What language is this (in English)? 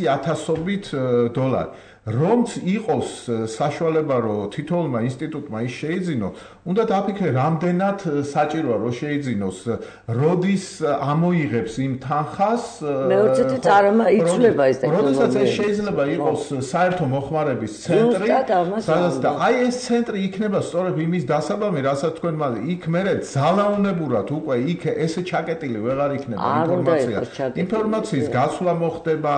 Georgian